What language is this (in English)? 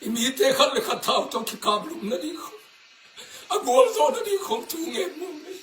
Tedim Chin